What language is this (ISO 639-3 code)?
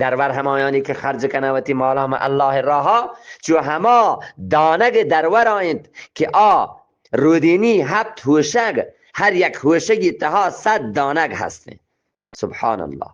bgp